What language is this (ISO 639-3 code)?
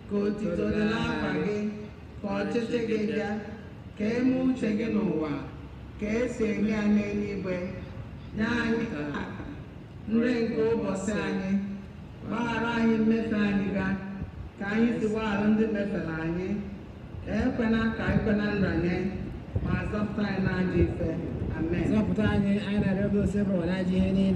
ibo